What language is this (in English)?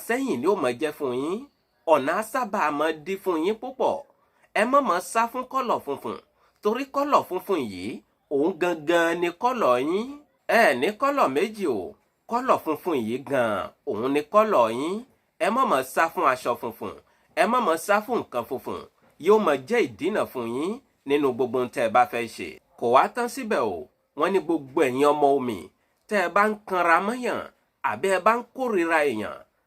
Yoruba